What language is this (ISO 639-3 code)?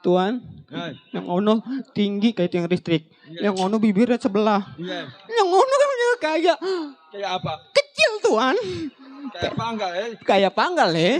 bew